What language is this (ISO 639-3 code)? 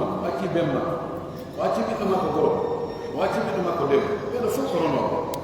fuf